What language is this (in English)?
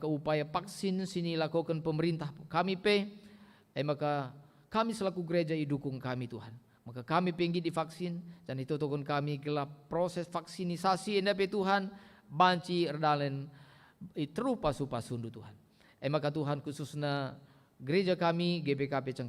Batak Karo